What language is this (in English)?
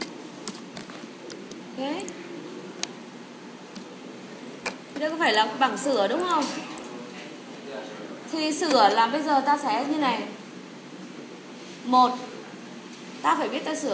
Vietnamese